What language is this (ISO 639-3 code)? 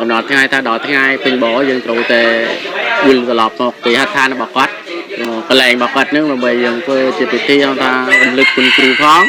khm